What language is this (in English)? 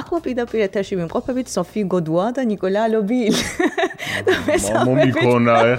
Georgian